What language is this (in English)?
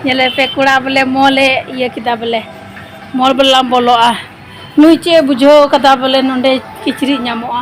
Santali